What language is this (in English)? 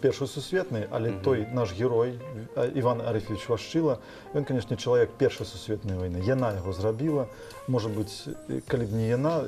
Belarusian